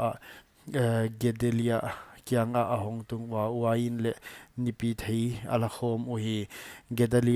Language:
Paite Chin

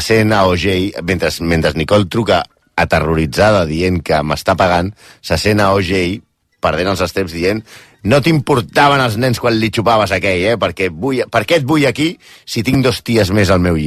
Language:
Catalan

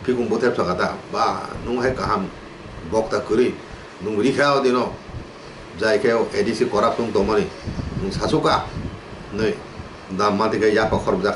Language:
Kok Borok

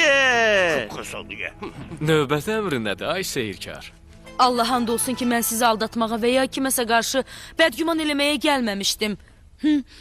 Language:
Azerbaijani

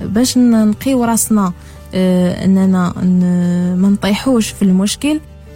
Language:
Moroccan Arabic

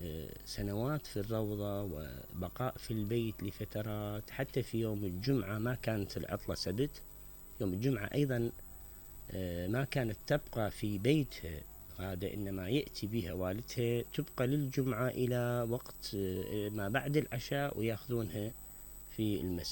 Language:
Mesopotamian Arabic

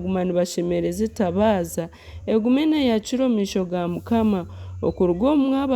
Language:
Nyankole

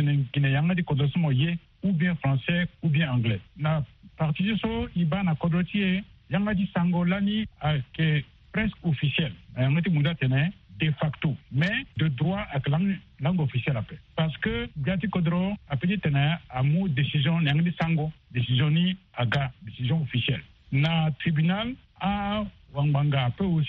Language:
Sango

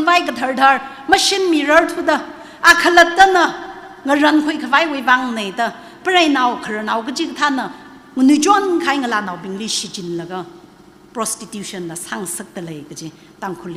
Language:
Tangkhul Naga (India)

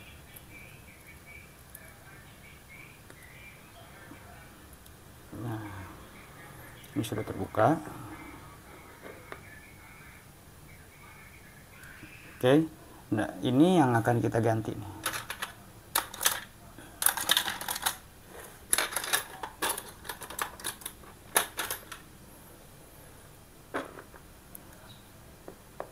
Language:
Indonesian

